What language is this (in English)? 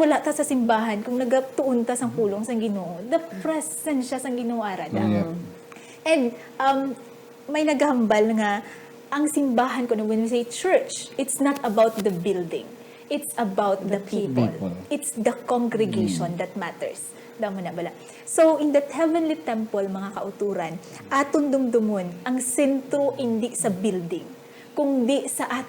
Hiligaynon